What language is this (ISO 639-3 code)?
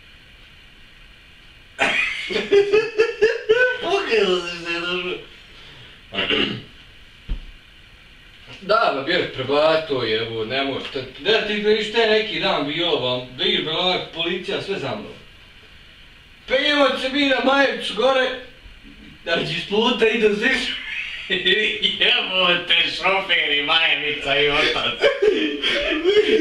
bos